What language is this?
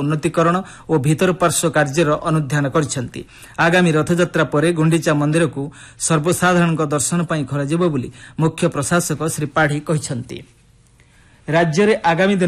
Odia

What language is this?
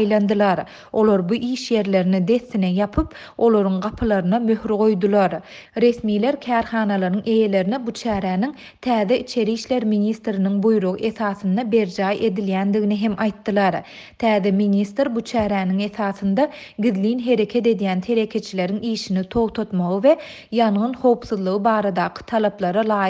Turkmen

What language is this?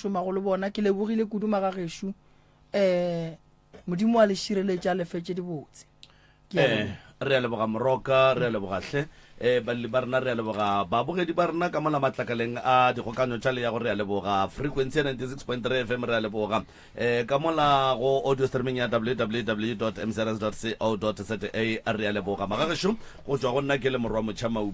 Northern Sotho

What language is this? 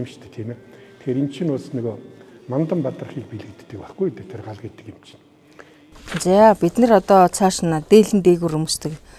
Mongolian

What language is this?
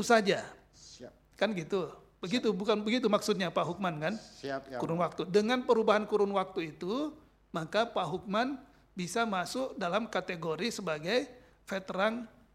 Indonesian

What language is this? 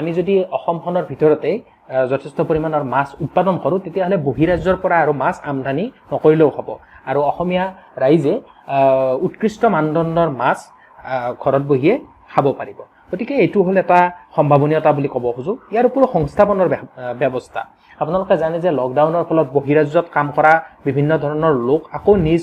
Assamese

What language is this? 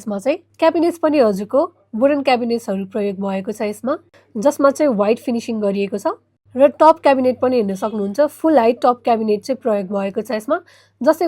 Nepali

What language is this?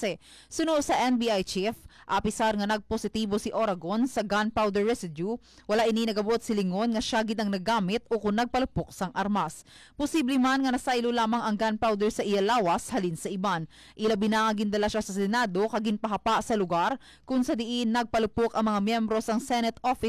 Hiligaynon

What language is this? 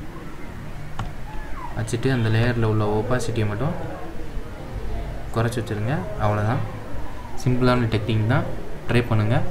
Tamil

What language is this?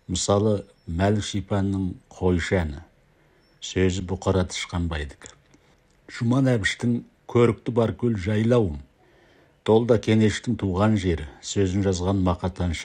Kazakh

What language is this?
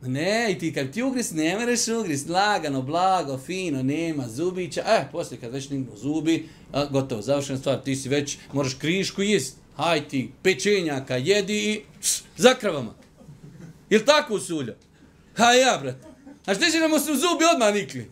Bosnian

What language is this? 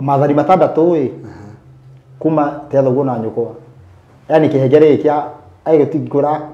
Kikuyu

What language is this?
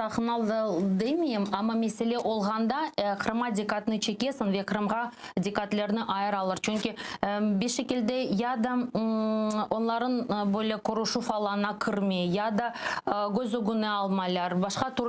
Crimean Tatar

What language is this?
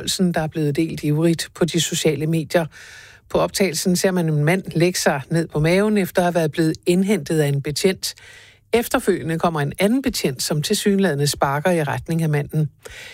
Danish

